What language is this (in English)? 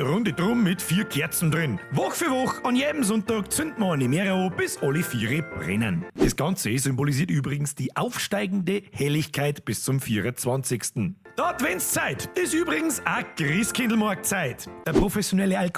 Bavarian